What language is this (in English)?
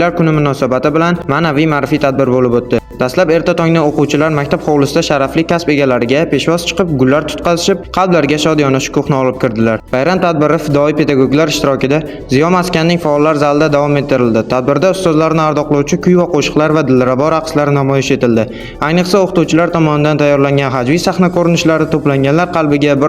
Uzbek